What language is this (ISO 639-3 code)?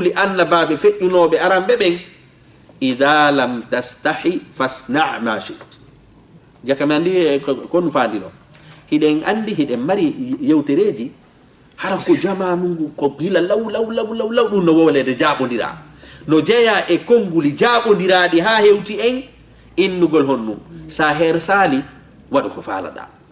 ful